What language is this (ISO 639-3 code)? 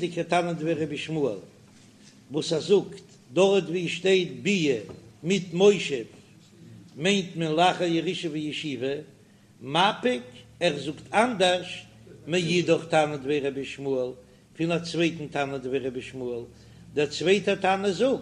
yid